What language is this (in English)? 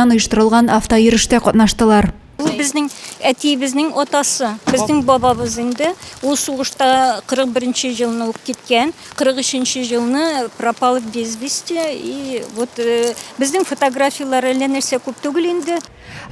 Tatar